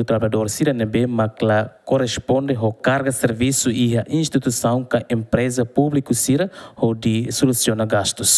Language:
Tetum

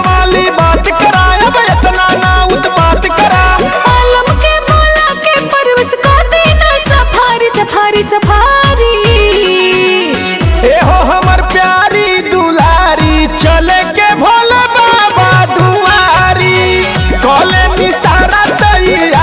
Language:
Bhojpuri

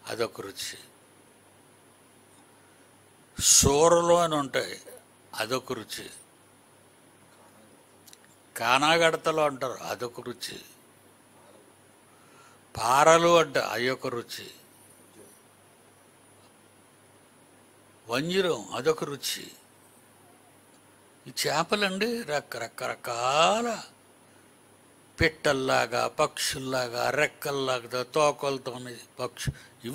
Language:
Telugu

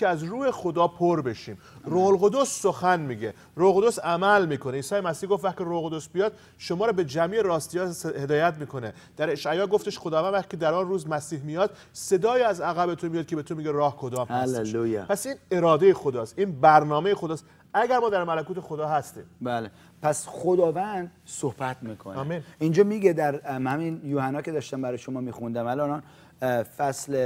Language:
Persian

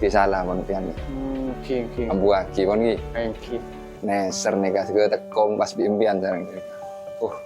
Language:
Madurese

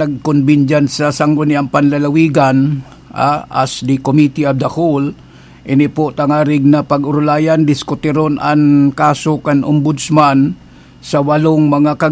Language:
Bikol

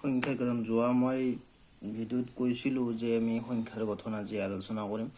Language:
Assamese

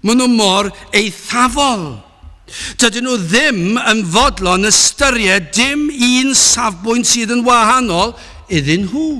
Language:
Welsh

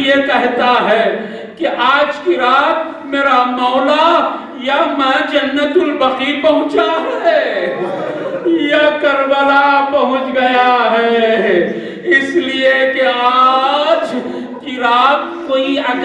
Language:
Urdu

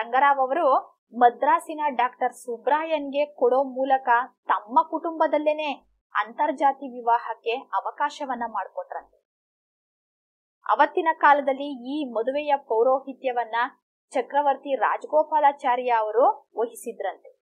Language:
Kannada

